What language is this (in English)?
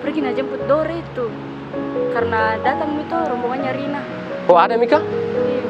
Makassar Malay